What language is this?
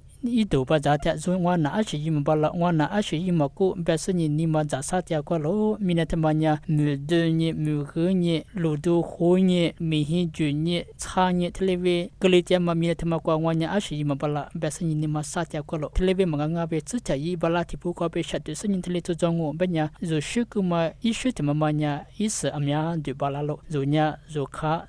Lisu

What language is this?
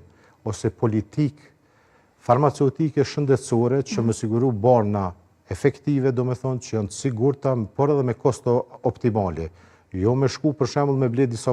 Albanian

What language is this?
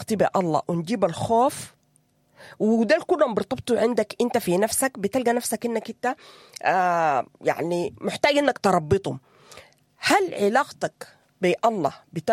Sudanese Arabic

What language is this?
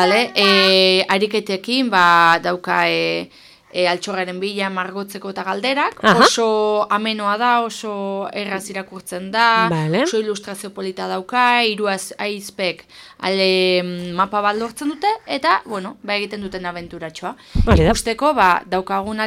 Basque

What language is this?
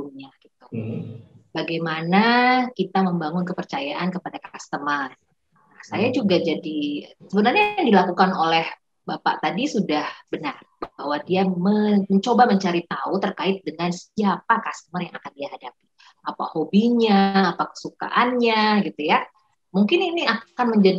Indonesian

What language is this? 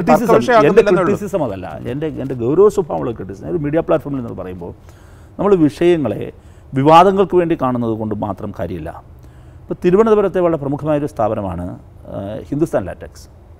Malayalam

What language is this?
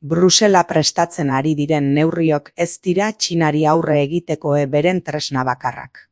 Basque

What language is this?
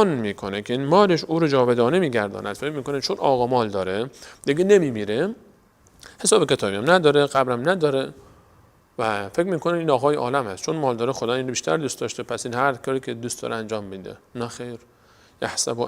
Persian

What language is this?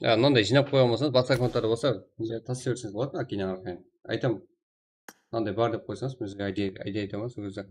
Kara-Kalpak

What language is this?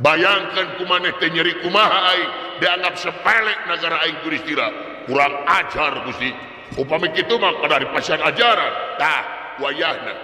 Sundanese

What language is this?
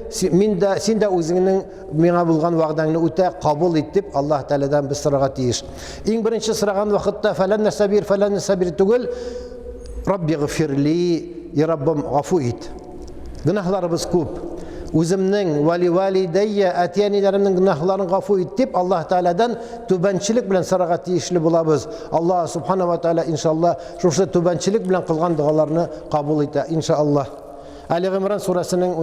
Tatar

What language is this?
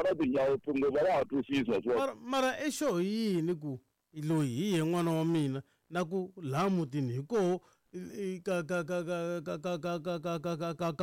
Tsonga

